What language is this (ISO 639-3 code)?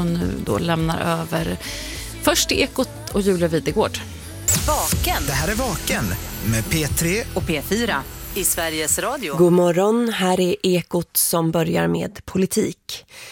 swe